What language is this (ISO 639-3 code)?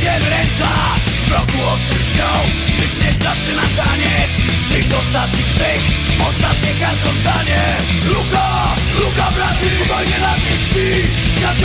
pol